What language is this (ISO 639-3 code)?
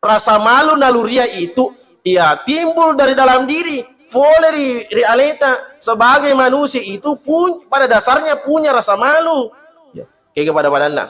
bug